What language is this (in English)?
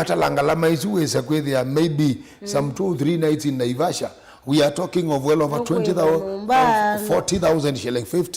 Kamba